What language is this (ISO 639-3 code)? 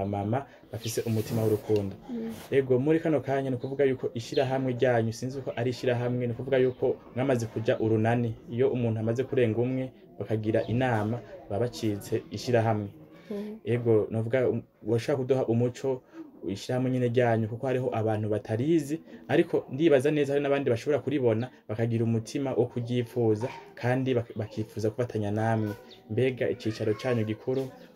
run